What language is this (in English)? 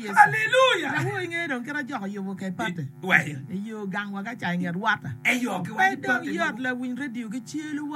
Acoli